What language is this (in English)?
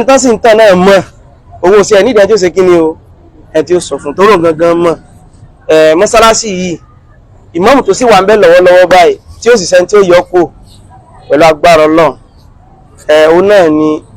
Yoruba